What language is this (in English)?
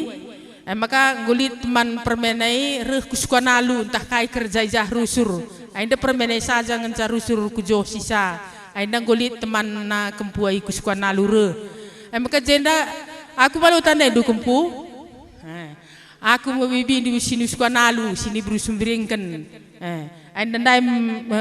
Batak Karo